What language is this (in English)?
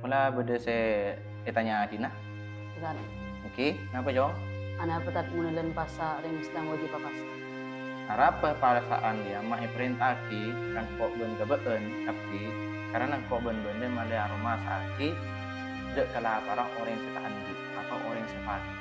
Madurese